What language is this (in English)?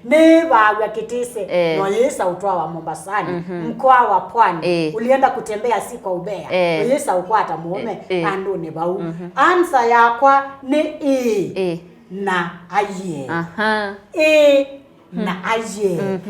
Kamba